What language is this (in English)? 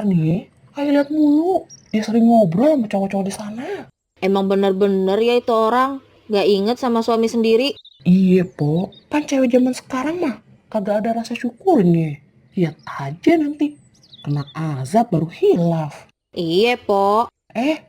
Betawi